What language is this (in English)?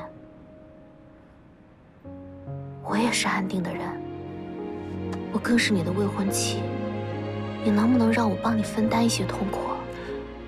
Chinese